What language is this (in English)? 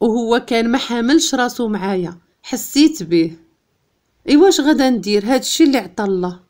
Moroccan Arabic